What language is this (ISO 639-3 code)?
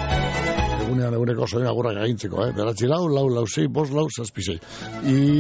eus